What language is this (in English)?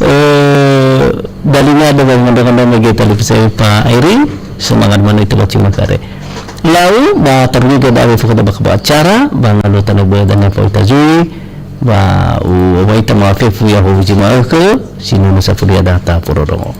Nias